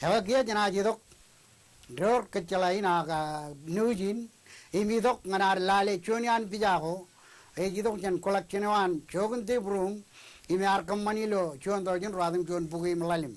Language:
Marshallese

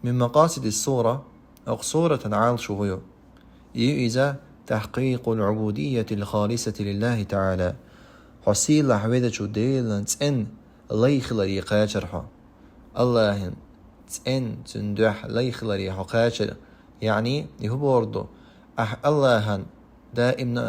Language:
Chechen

